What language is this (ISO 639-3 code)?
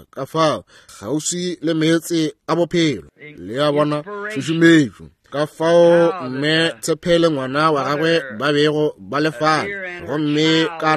nso